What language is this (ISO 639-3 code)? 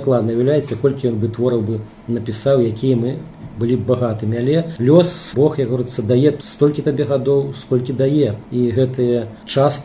bel